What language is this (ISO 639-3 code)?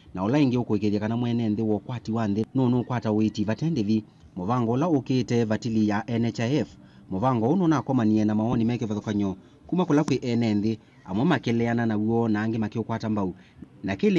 kam